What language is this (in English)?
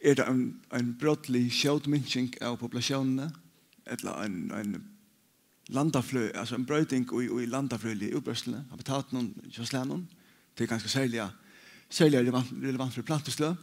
Faroese